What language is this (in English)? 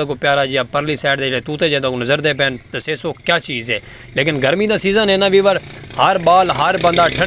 Saraiki